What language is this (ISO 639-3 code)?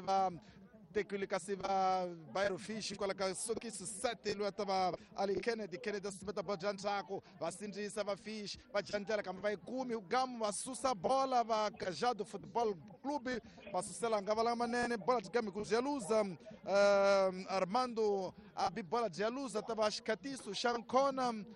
tso